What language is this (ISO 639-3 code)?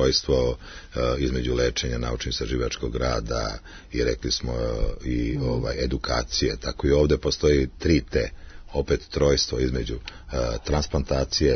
srp